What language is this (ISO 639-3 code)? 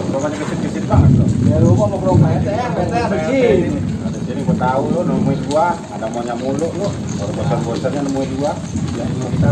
bew